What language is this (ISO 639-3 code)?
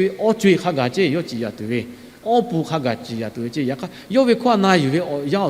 lhu